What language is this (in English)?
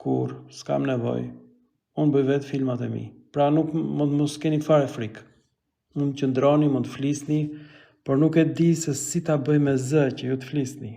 Albanian